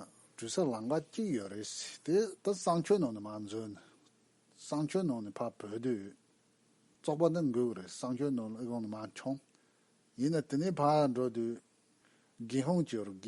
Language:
Tibetan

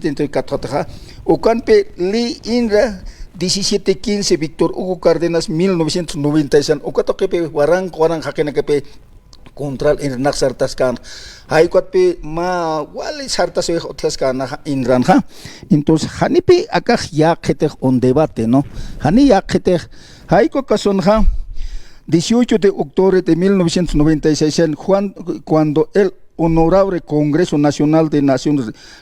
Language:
Aymara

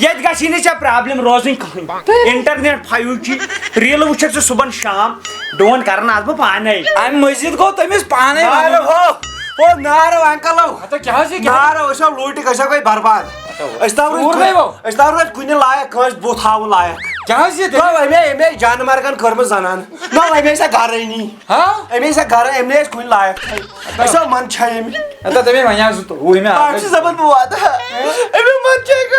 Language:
Kashmiri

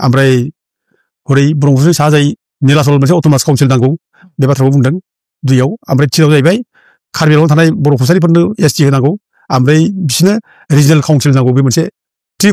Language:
Bodo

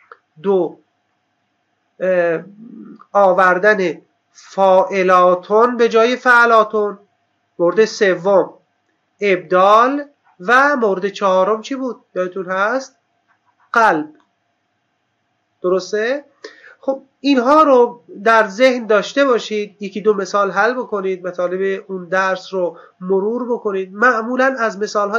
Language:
Persian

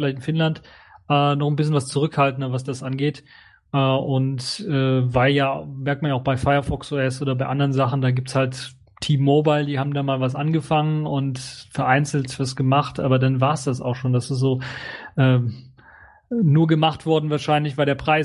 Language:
German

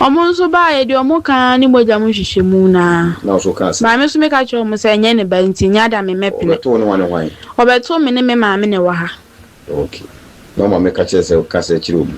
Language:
Akan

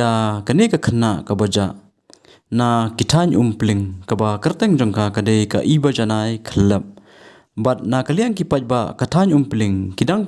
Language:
Khasi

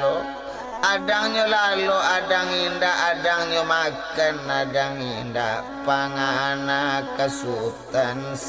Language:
Minangkabau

